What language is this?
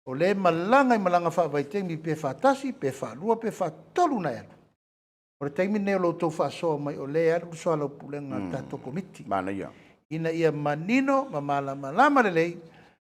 Samoan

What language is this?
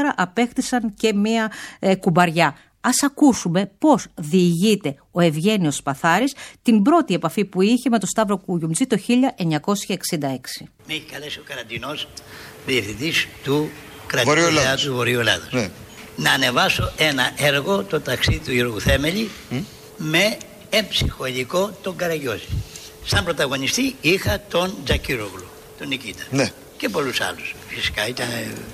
Greek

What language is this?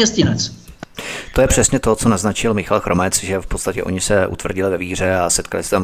Czech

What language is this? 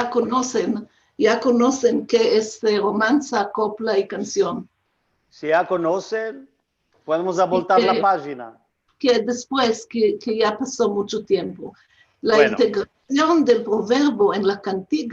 Ladino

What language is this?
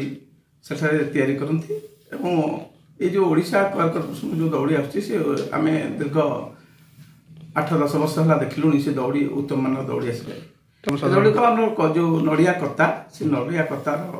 Odia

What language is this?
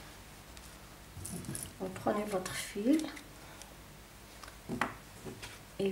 French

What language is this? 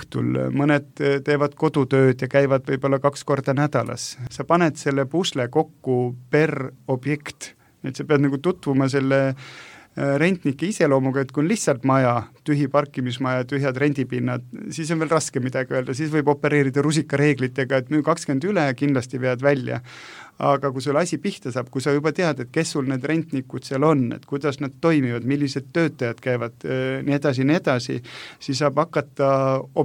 Estonian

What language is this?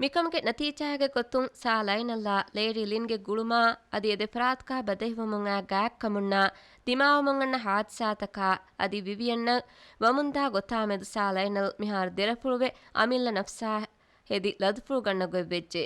Divehi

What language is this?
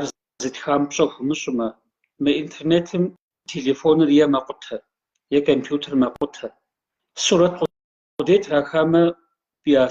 Kabardian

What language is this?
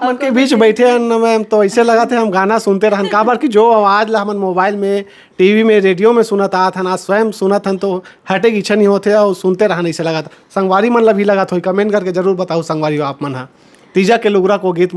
Chhattisgarhi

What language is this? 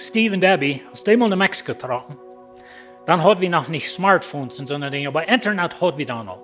Plautdietsch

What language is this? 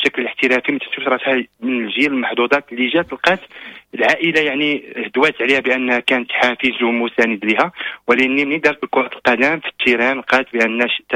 Moroccan Arabic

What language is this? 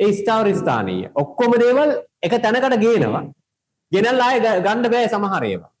Sinhala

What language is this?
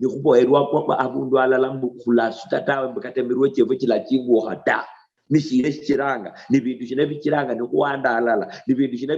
Luyia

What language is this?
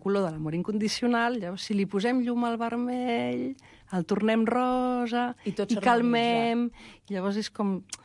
Catalan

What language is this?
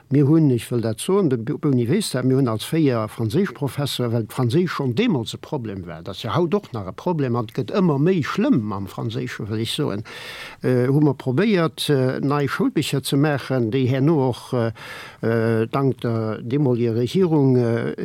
Luxembourgish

